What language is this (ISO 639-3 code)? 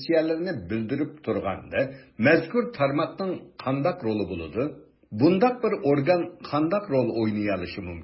uig